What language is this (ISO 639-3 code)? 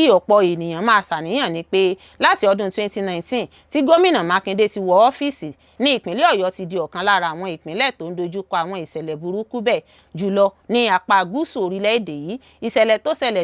yor